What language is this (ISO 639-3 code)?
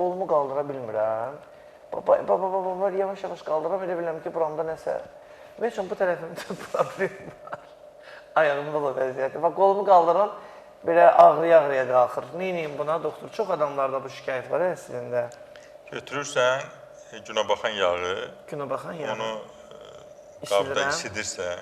aze